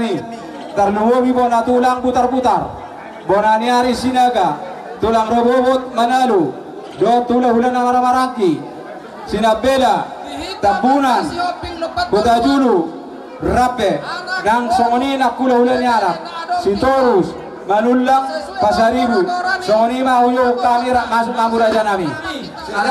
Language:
Batak Toba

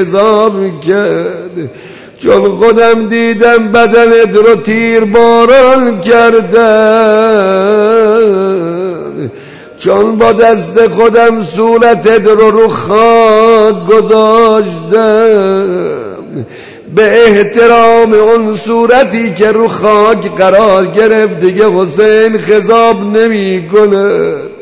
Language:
Persian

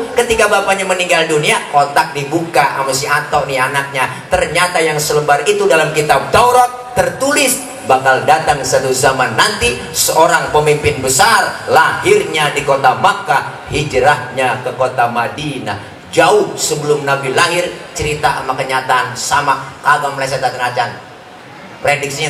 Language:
Betawi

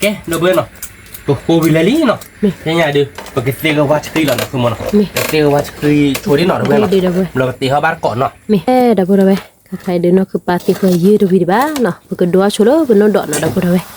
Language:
S'gaw Karen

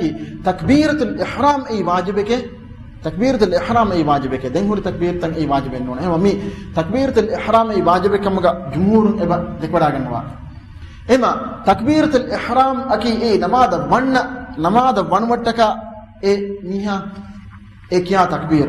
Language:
Divehi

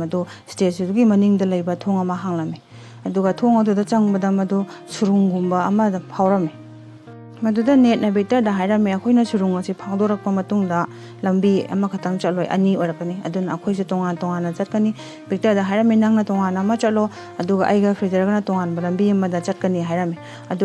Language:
Manipuri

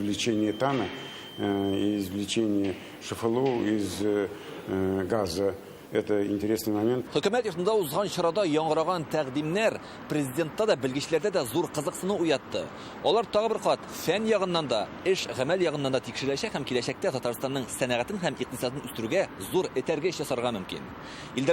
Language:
Tatar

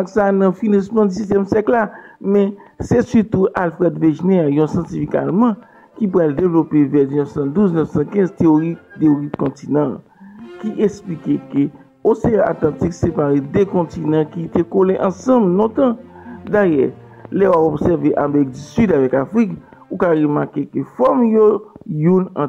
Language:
Haitian Creole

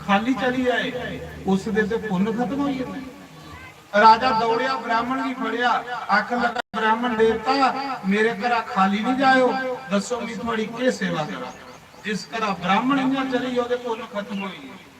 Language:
Dogri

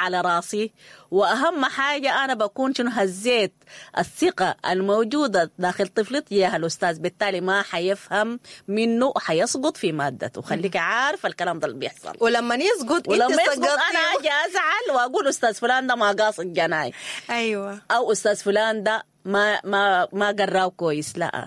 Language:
Sudanese Arabic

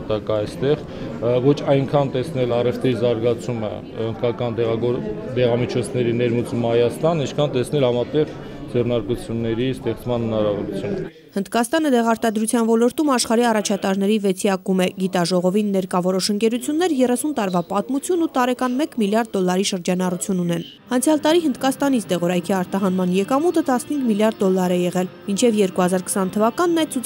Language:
Armenian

